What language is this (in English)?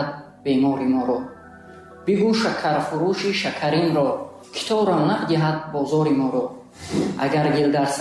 Tajik